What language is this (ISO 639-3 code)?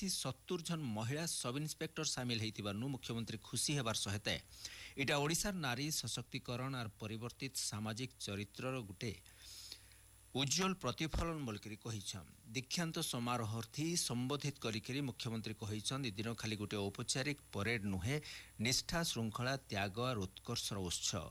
ori